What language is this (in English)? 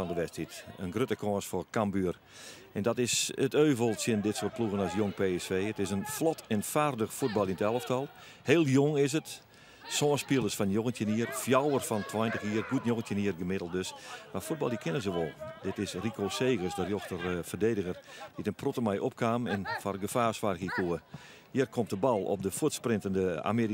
Western Frisian